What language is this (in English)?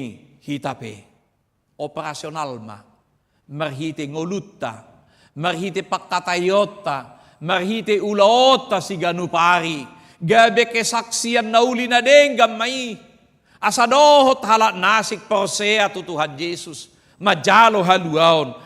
Batak Toba